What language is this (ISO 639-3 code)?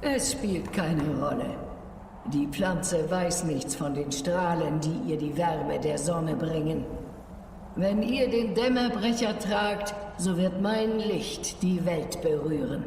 gsw